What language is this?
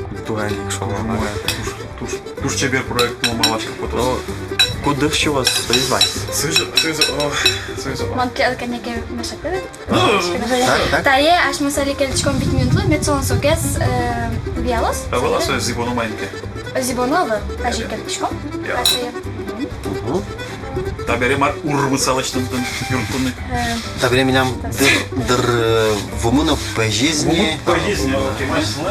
Udmurt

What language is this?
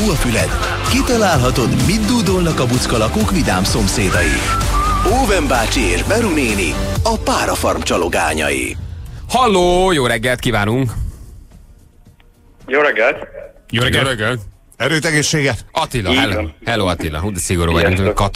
Hungarian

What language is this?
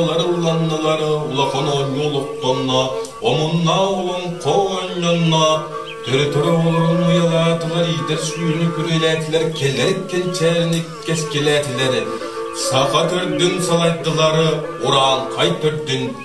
Yakut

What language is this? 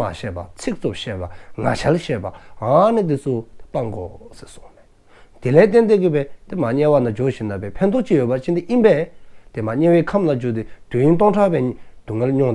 Dzongkha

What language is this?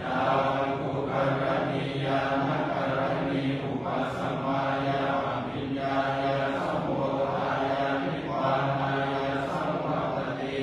Pali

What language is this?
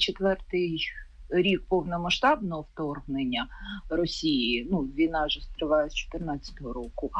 Ukrainian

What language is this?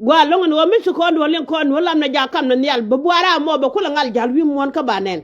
Nuer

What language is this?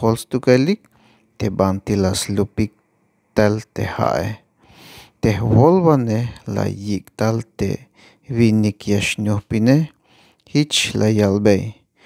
Tzeltal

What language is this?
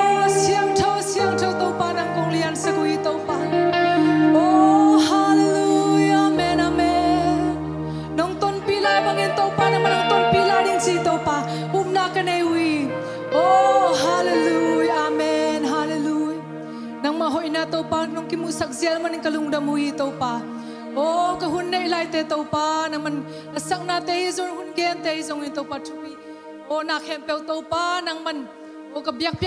Tedim Chin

